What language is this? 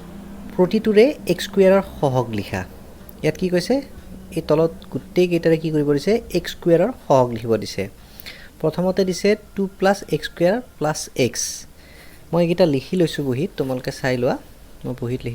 Assamese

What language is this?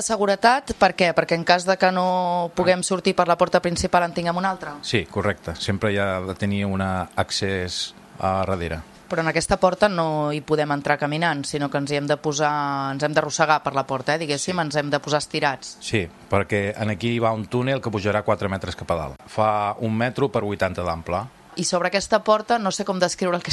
Catalan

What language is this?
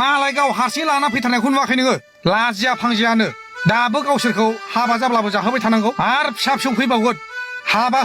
Bodo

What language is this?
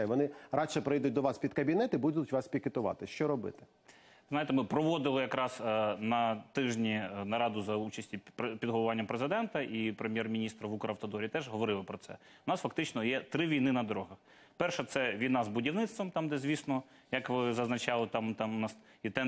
Ukrainian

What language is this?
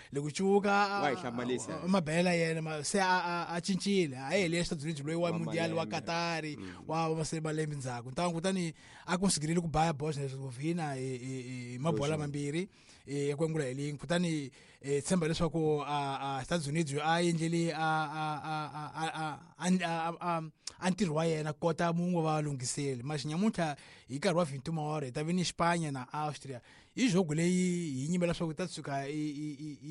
Tsonga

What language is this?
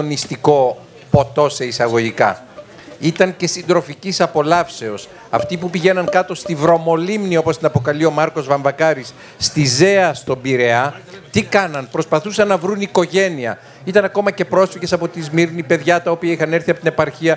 Greek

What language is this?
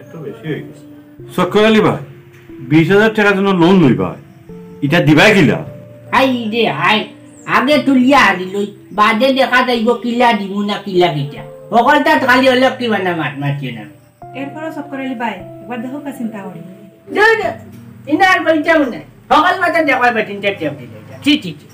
Sylheti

